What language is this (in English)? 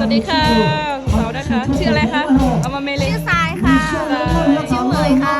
Lahu